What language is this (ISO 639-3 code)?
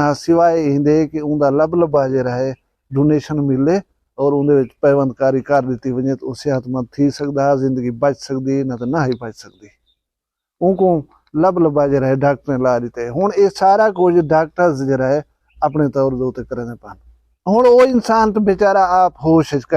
skr